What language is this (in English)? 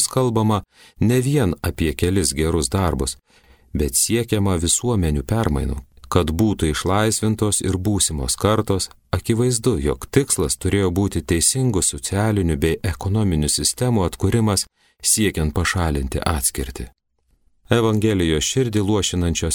Lithuanian